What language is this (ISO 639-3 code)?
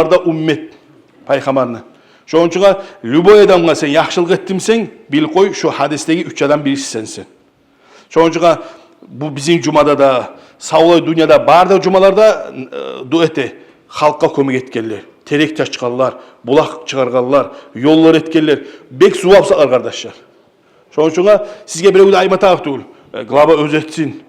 kum